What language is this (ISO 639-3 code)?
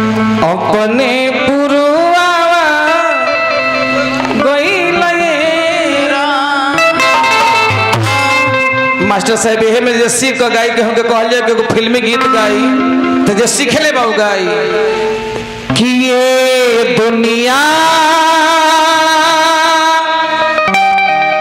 bho